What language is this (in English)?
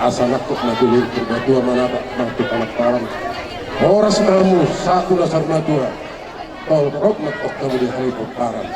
Batak Toba